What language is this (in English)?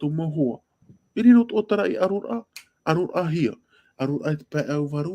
Tahitian